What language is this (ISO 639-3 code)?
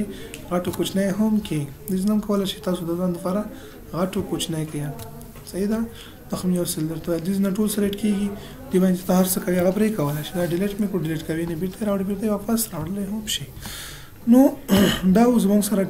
pus